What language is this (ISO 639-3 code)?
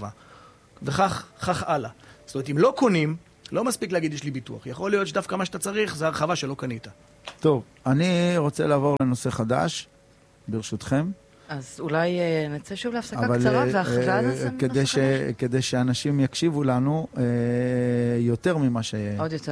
heb